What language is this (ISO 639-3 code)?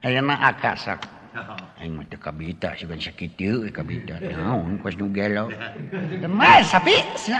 sun